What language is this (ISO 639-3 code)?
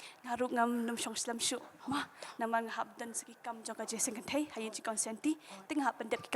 kha